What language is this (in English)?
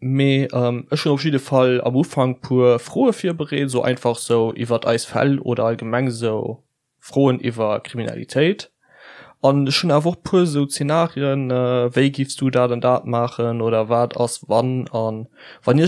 Luxembourgish